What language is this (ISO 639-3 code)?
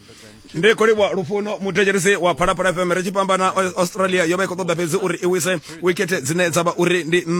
ven